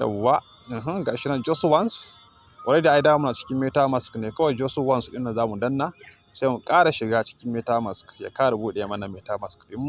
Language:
Hausa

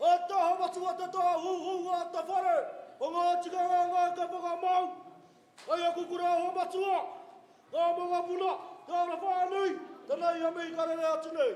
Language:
Māori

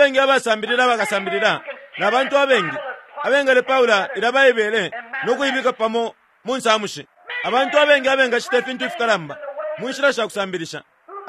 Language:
Bemba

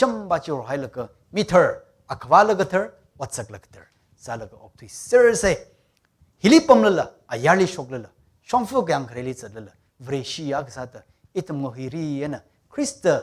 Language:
Tangkhul Naga (India)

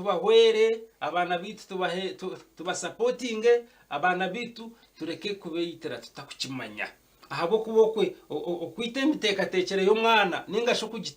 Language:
Nyankole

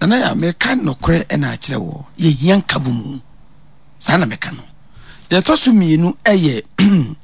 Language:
Akan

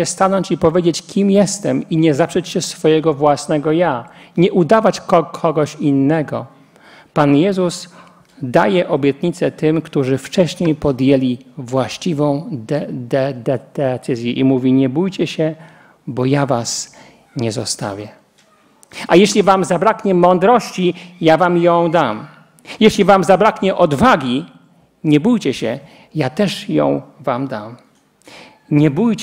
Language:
Polish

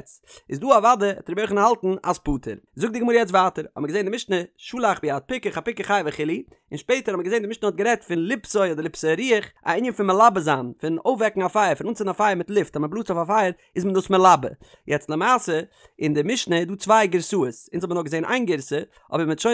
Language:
Yiddish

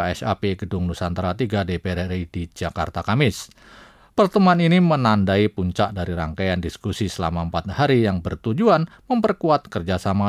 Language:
Indonesian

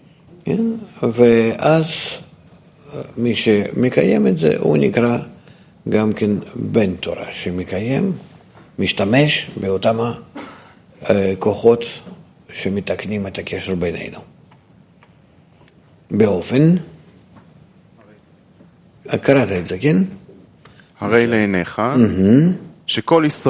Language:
Hebrew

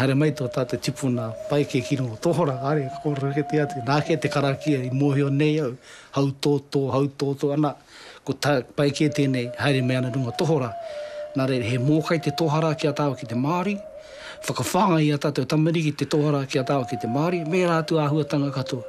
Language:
Māori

